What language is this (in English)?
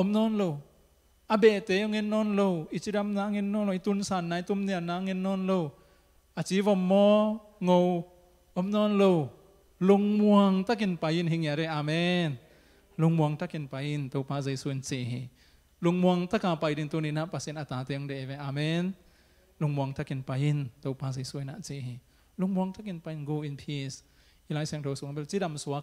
Tedim Chin